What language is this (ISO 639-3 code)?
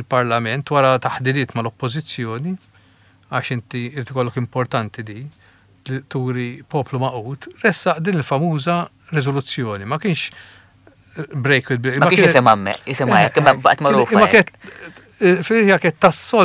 mlt